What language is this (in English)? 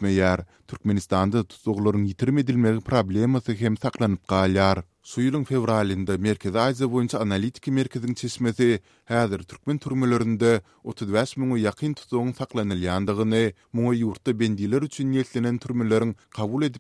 Turkmen